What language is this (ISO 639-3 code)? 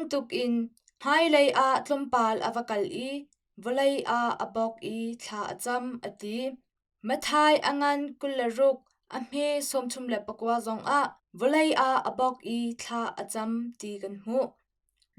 cnh